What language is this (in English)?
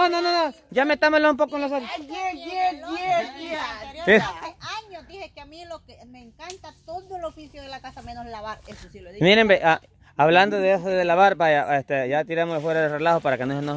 Spanish